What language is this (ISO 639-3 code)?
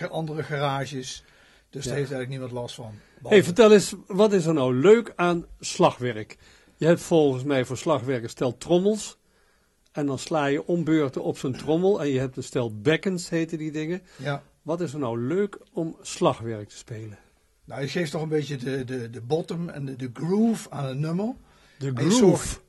nld